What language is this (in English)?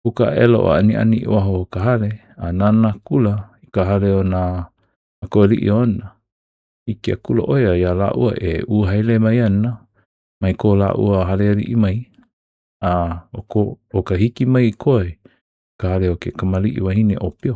Hawaiian